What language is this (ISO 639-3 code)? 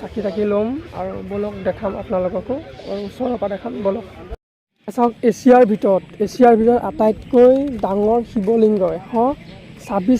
asm